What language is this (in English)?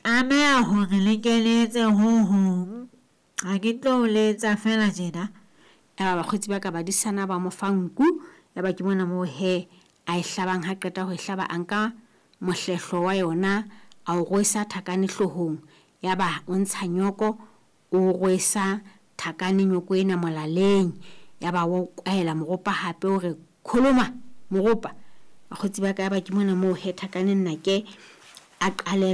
Southern Sotho